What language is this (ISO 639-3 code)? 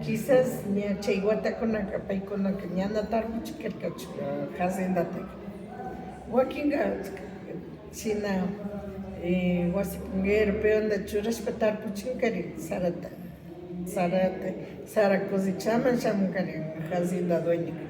qvi